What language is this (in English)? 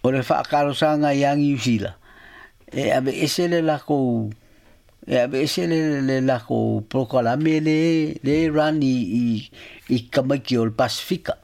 Samoan